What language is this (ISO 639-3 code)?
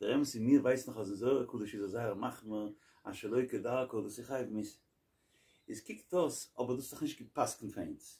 yid